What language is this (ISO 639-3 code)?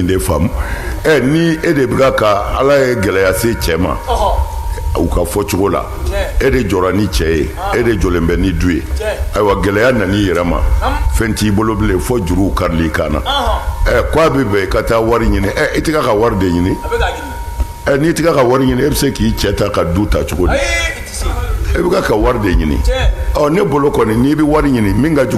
bam